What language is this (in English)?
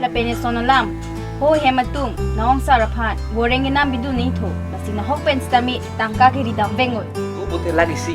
Karbi